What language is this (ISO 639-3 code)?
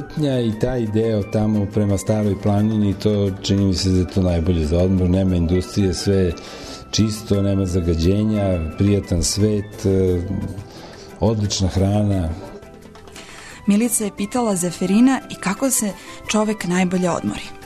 srp